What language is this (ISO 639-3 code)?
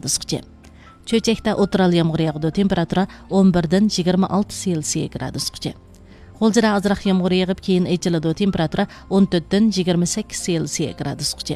uig